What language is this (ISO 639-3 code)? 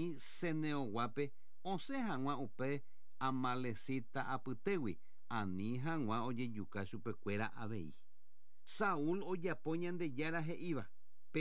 grn